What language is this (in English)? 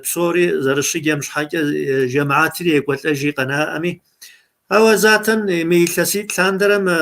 Kabardian